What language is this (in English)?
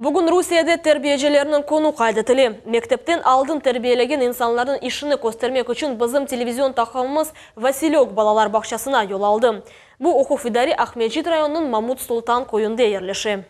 Crimean Tatar